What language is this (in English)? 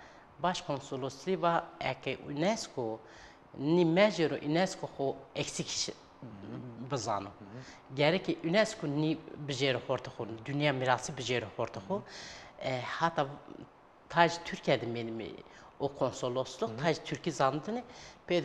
Zaza